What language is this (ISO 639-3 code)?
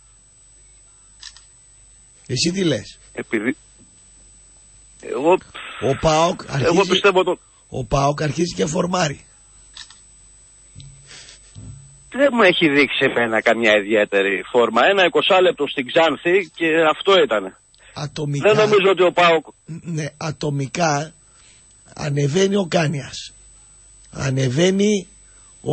ell